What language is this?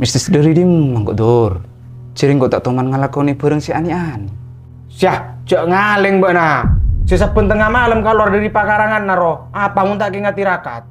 Madurese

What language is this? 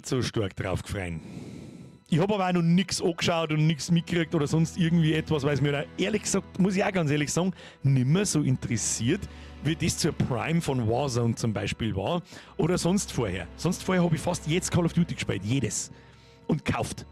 Bavarian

